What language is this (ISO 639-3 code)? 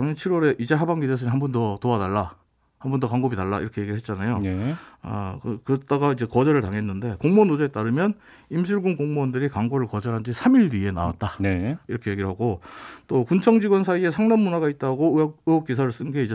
kor